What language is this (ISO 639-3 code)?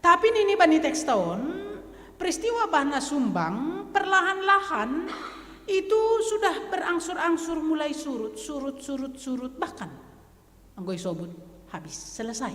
bts